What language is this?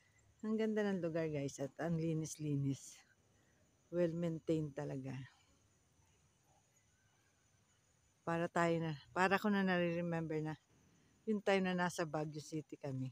Filipino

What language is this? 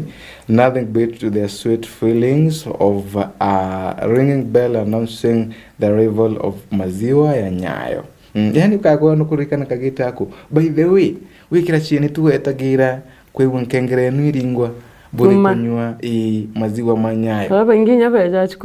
Meru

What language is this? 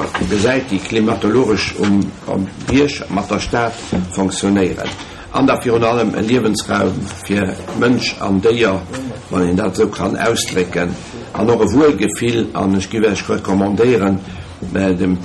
Luxembourgish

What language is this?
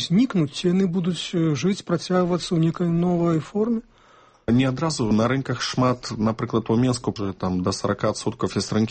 Belarusian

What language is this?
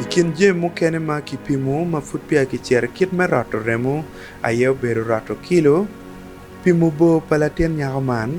Acoli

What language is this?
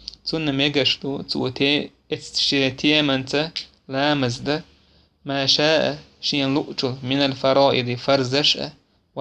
Chechen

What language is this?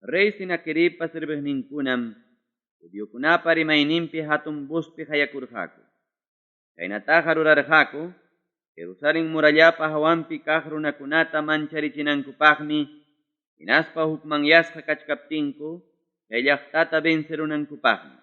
Ayacucho Quechua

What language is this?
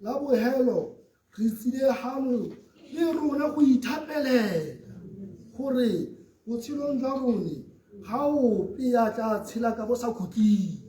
Tswana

